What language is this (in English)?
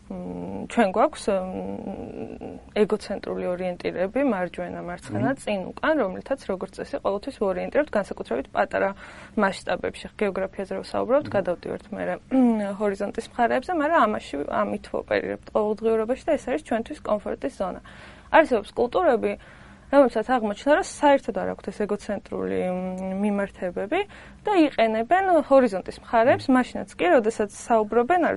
Georgian